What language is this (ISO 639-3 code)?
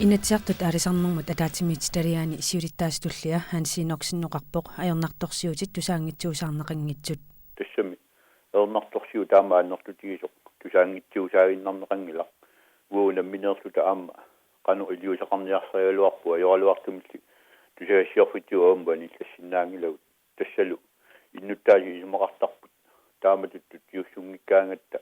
kal